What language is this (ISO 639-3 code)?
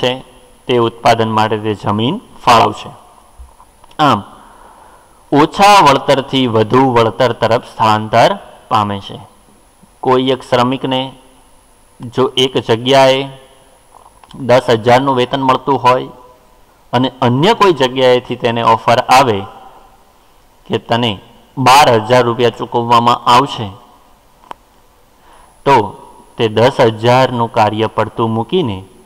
guj